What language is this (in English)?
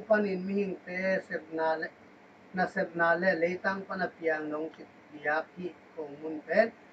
Tedim Chin